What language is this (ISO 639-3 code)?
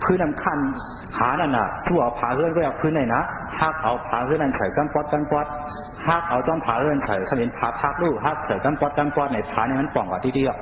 shn